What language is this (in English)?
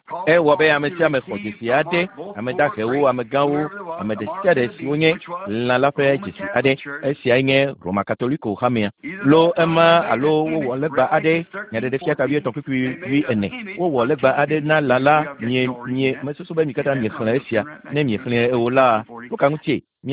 Ewe